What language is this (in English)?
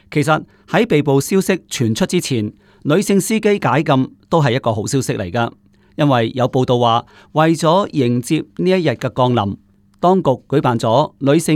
Cantonese